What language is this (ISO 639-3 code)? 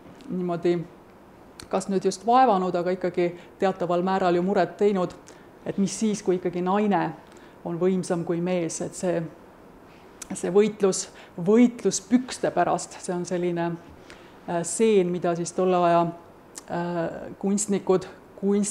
est